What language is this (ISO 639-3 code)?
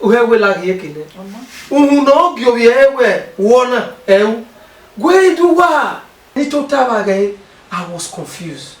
bin